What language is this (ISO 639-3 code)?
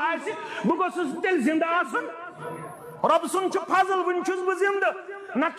kas